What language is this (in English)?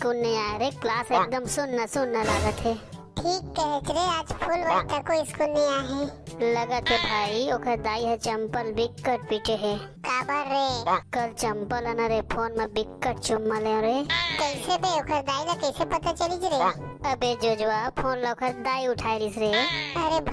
Chhattisgarhi